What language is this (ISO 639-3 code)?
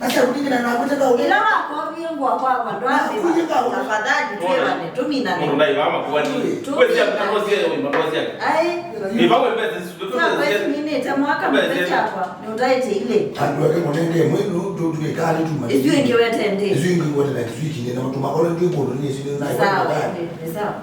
kam